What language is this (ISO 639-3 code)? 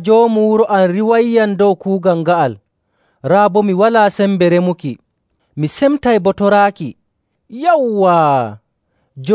fuv